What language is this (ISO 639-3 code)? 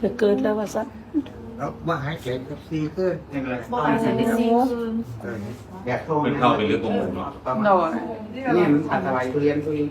tts